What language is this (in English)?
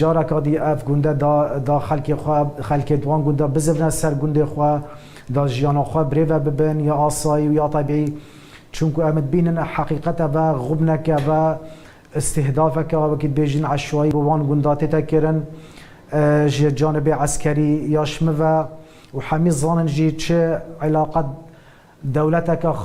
Kurdish